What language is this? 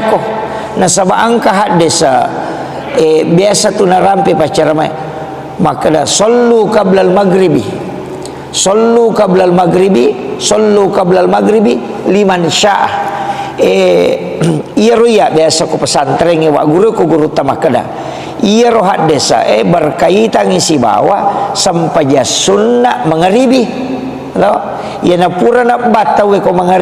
Buginese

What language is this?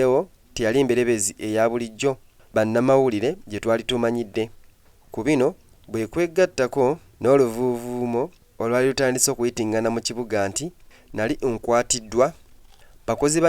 Ganda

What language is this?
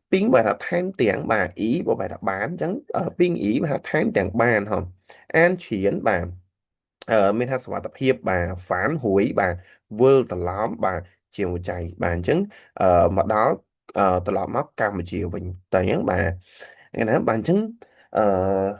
Khmer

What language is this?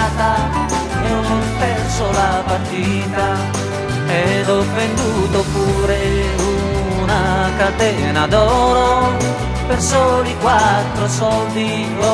Italian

